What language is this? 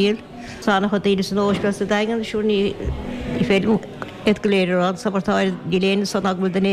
Irish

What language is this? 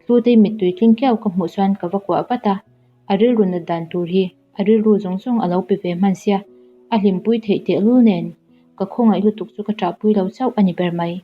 Mizo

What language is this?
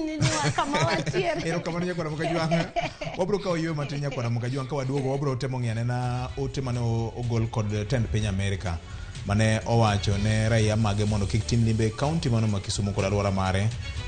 Luo (Kenya and Tanzania)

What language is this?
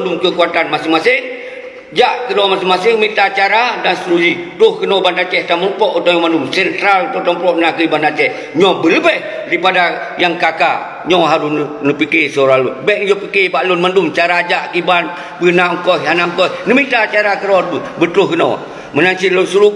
Achinese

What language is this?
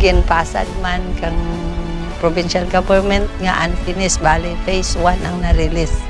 Kinaray-a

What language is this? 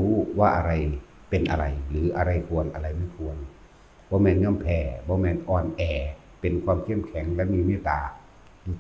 Northeastern Thai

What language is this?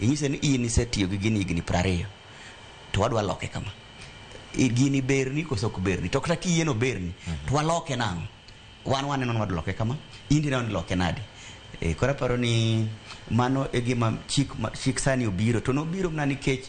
Luo (Kenya and Tanzania)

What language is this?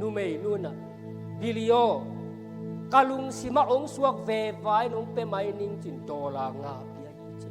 Tedim Chin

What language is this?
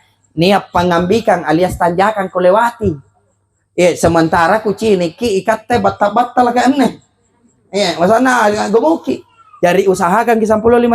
Makasar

